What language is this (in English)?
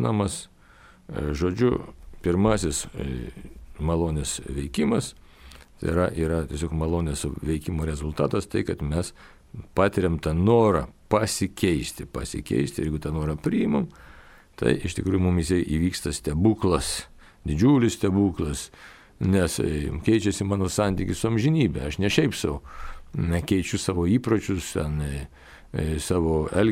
Lithuanian